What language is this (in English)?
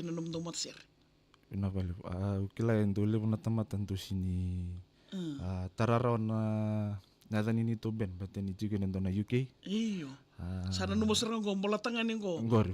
Fijian